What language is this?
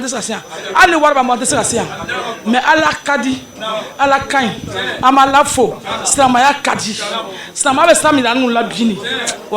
Bambara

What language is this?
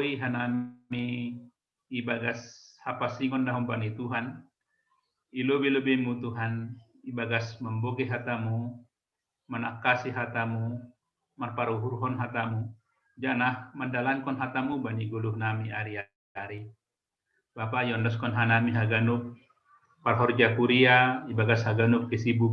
Batak Simalungun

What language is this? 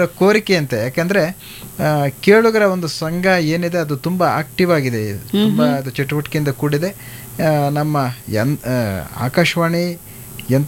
Kannada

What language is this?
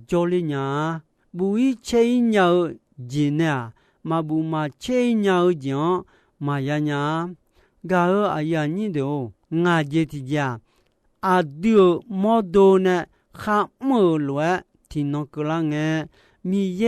Akha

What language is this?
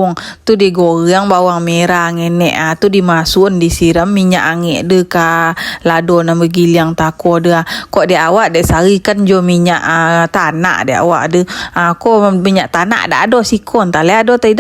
Minangkabau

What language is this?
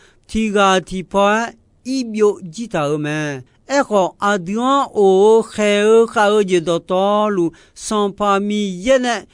Akha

